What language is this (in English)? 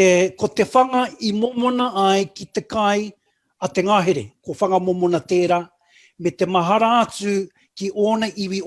Māori